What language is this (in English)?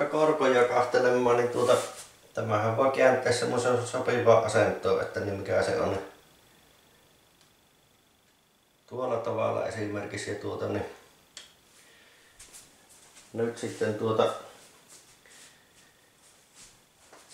Finnish